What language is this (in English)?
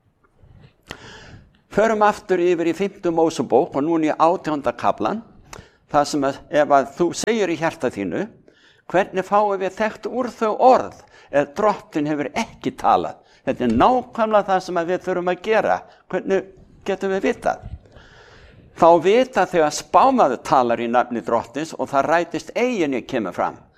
Icelandic